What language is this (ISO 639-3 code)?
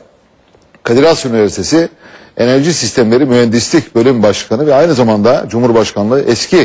tur